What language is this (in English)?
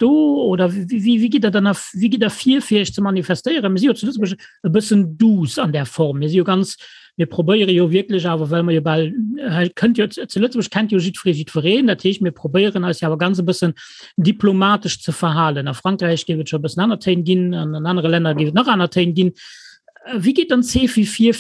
Luxembourgish